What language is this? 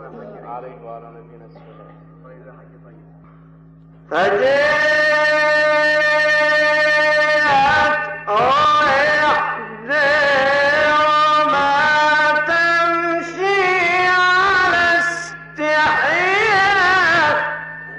Arabic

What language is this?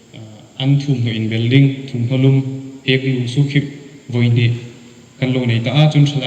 Hmar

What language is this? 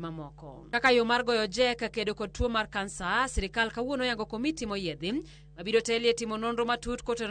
Luo (Kenya and Tanzania)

